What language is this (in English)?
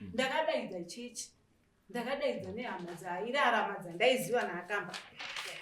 Shona